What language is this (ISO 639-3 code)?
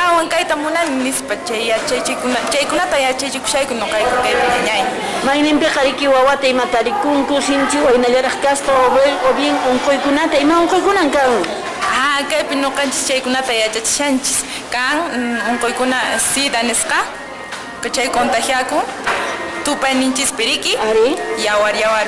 que